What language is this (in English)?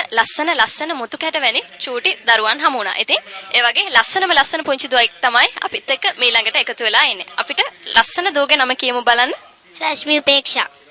Sinhala